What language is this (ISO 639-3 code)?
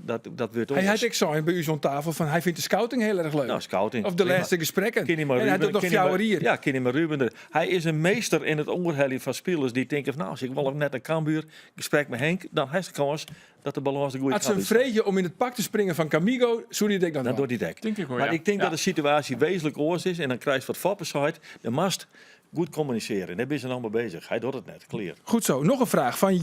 fry